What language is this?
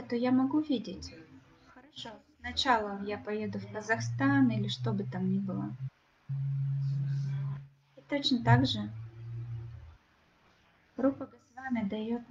Russian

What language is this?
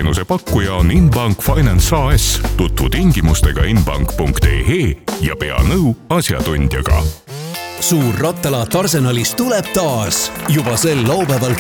Estonian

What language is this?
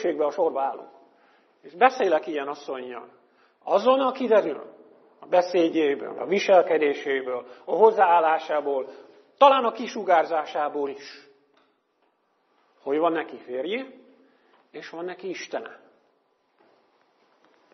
Hungarian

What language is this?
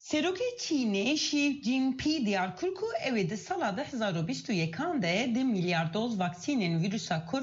Kurdish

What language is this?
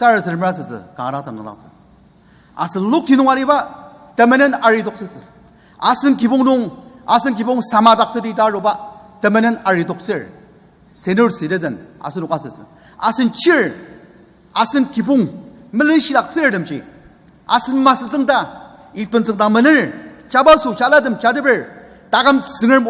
Ao Naga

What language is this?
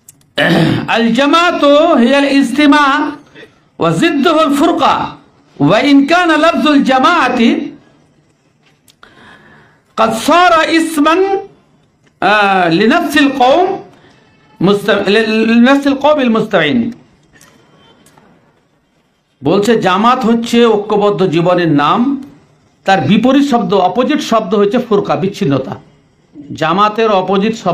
Bangla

